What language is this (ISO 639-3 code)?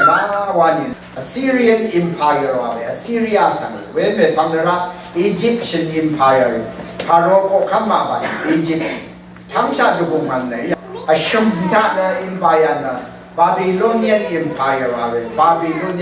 raw